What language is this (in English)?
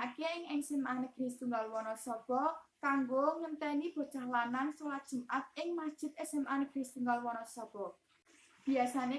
Javanese